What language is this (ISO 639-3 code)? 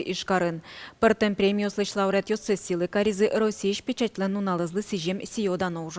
udm